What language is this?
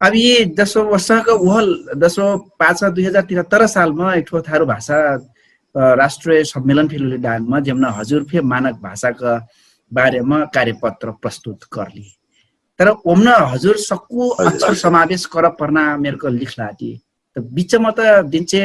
Dangaura Tharu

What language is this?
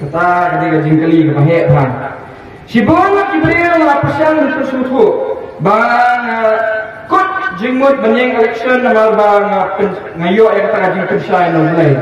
Khasi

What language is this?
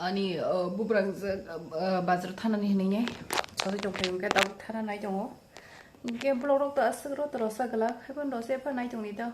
Kok Borok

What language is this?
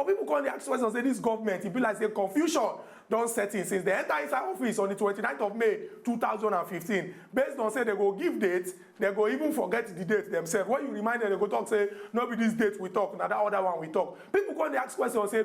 Nigerian Pidgin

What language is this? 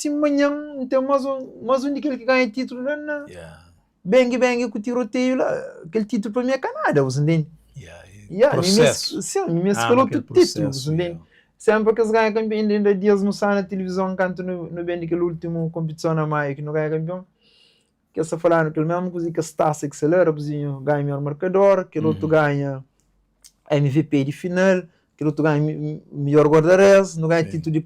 Kabuverdianu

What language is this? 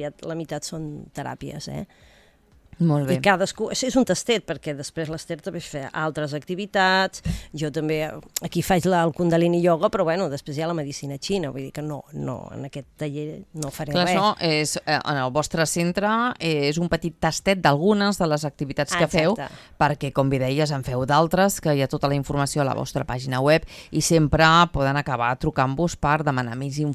Catalan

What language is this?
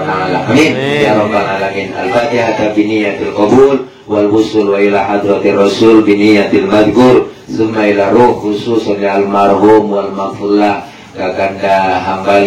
Betawi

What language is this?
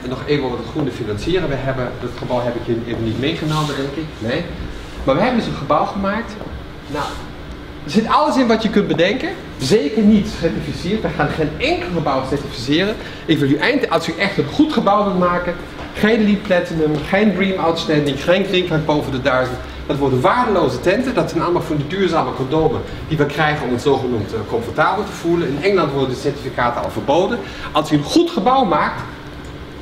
Dutch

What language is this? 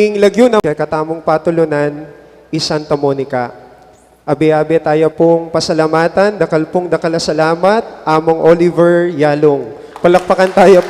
Pampanga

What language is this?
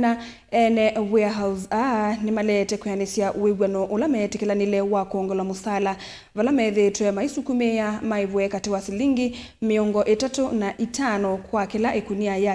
Kamba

